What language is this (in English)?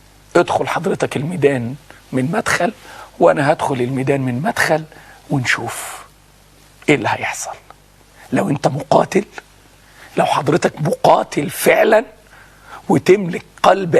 Egyptian Arabic